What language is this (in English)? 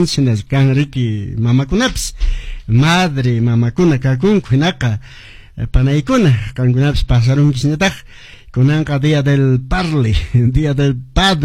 Quechua